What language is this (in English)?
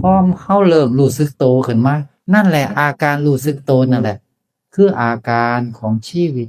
Northeastern Thai